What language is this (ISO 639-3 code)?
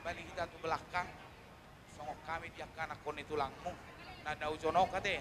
bbc